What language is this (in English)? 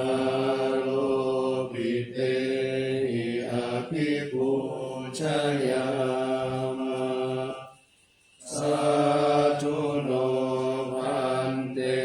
Pali